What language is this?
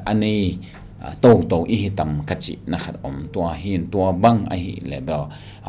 Tedim Chin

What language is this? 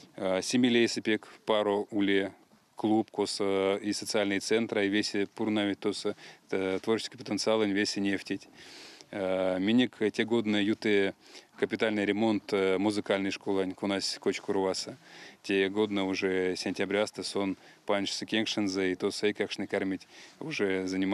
Erzya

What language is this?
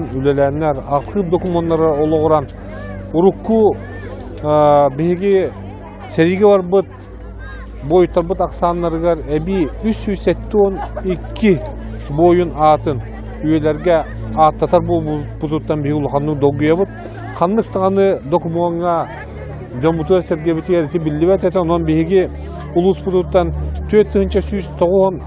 Yakut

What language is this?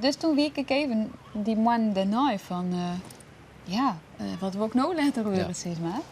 Western Frisian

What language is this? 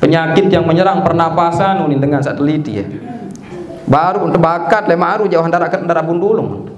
Sasak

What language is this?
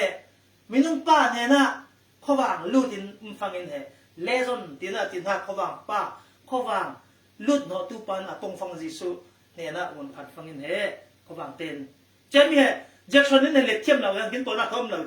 Falam Chin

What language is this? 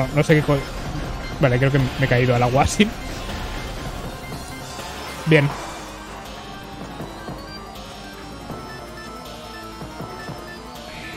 Spanish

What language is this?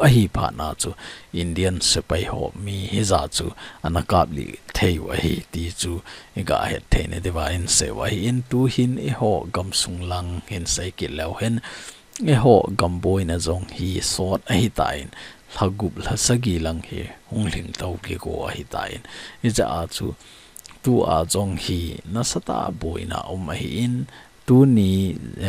Thado Chin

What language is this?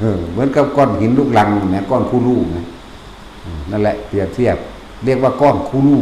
Northeastern Thai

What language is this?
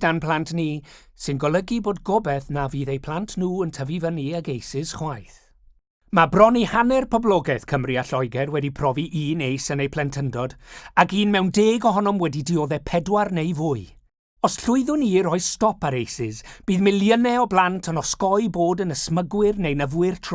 Welsh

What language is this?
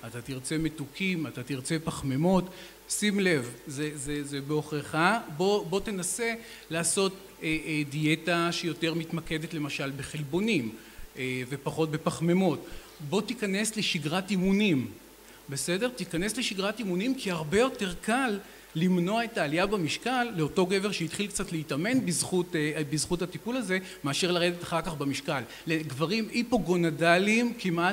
Hebrew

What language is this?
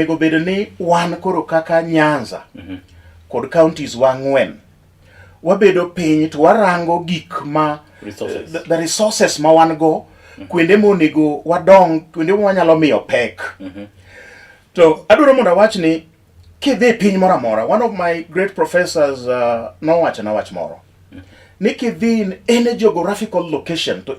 Luo (Kenya and Tanzania)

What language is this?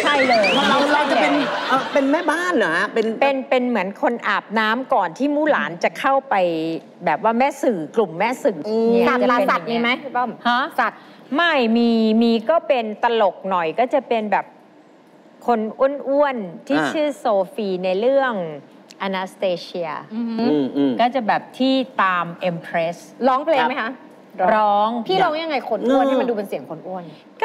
Thai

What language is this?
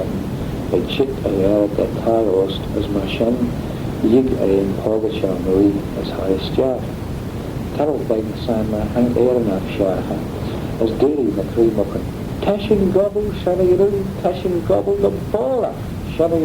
Manx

